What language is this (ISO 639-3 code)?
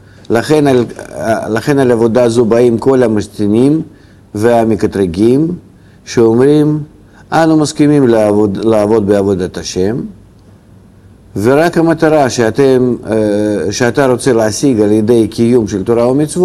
heb